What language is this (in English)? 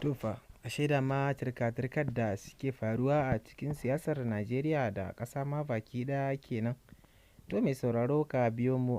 Hausa